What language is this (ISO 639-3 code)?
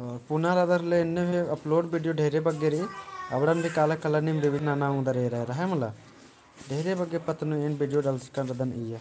kru